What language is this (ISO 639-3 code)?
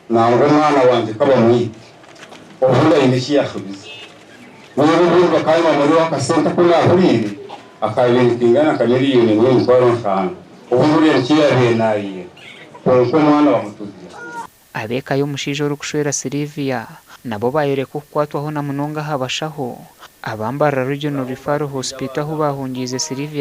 nyn